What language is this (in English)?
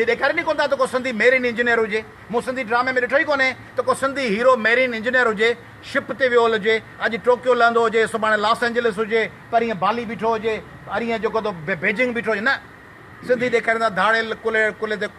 Sindhi